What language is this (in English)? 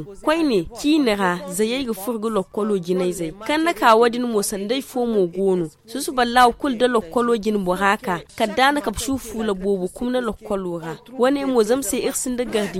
Zarma